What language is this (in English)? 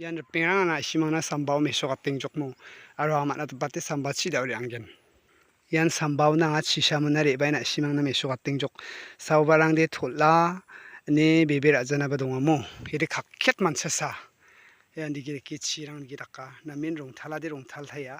Garo